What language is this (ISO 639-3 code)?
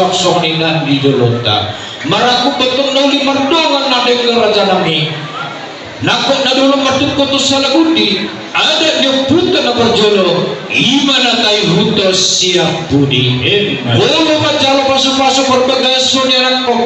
bbc